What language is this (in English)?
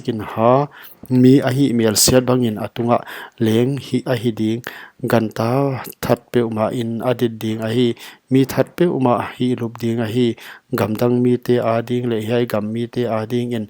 Paite Chin